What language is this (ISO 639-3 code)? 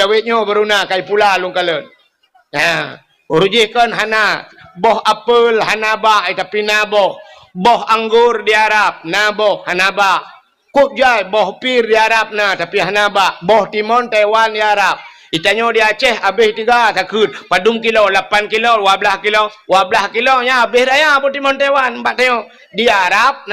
ace